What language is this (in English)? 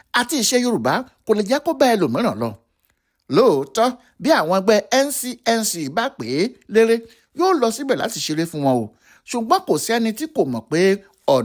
Yoruba